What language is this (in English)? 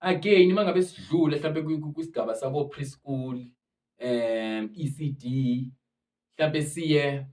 Zulu